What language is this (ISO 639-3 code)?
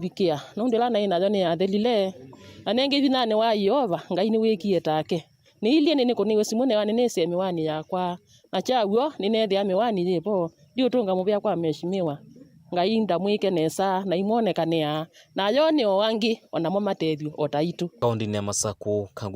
kam